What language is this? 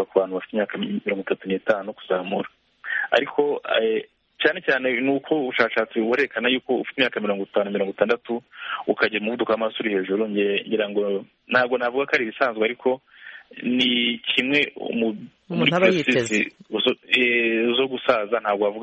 Kinyarwanda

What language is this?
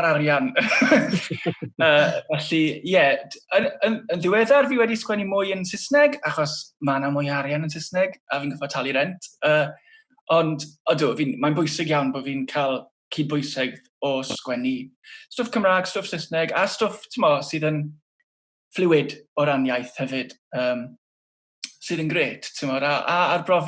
Welsh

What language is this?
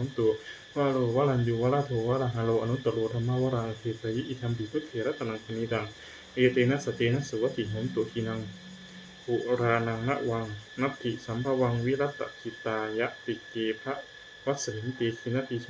Pali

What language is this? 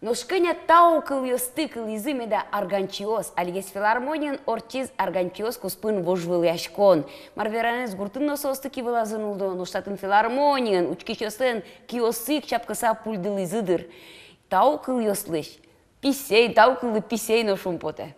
Udmurt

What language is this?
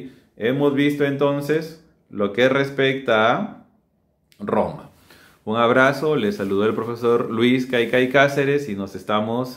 Spanish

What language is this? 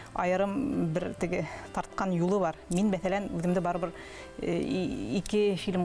Bashkir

